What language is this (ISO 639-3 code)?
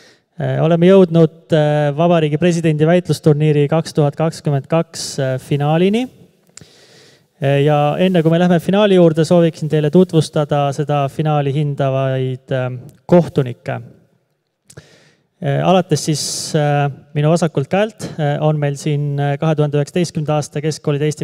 est